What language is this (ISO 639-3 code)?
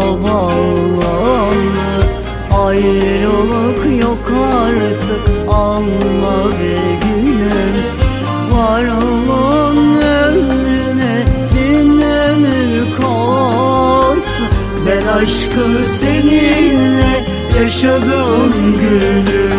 tur